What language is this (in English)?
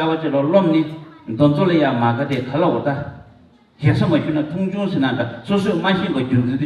Tibetan